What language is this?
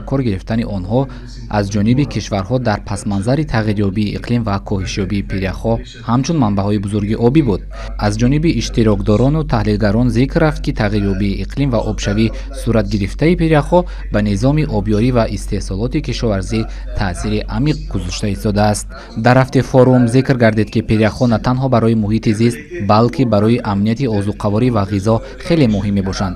Tajik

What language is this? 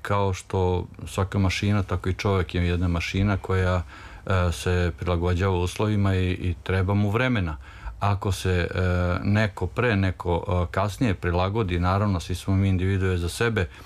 Serbian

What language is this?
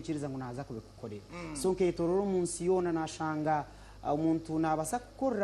Nyankole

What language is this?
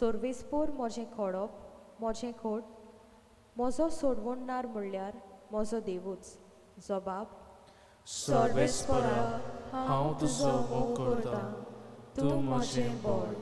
Konkani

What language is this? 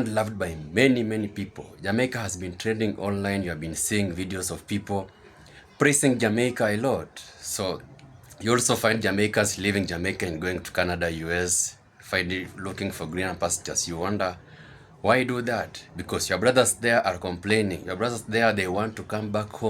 Jamaican Creole English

